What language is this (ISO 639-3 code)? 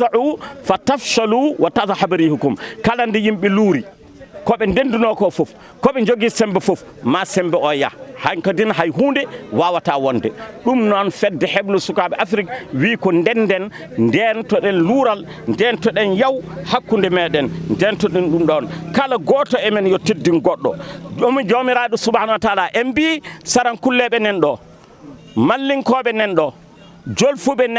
ful